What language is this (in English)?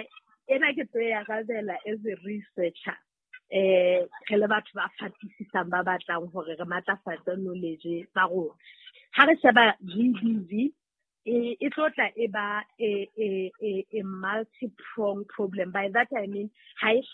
Southern Sotho